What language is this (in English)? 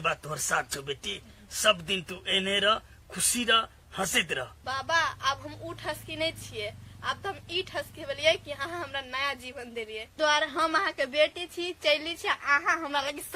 Maithili